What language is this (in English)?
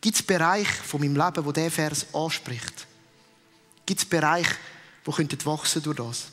Swiss German